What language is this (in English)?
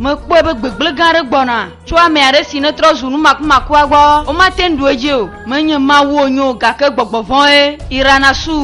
Ewe